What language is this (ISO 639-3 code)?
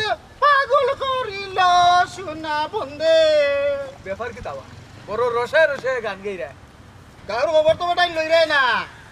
syl